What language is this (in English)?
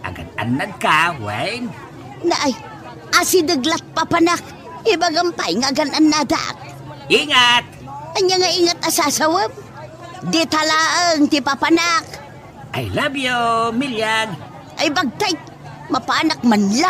Iloko